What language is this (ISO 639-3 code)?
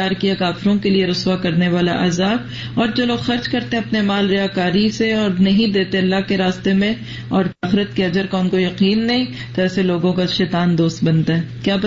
urd